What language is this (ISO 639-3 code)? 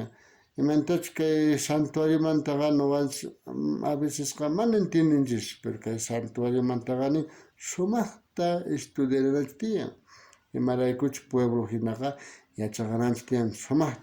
quh